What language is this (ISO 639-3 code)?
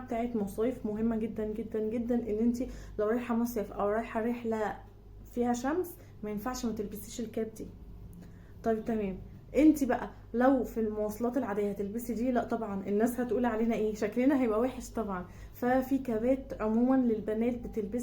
arz